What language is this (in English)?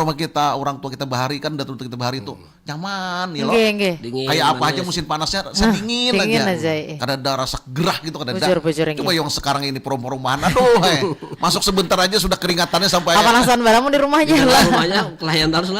Banjar